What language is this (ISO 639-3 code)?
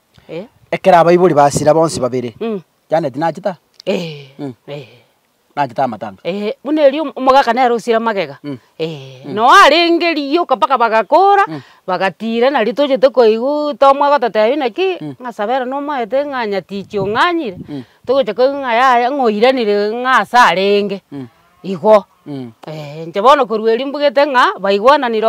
guz